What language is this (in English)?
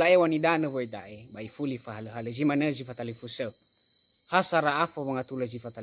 Nias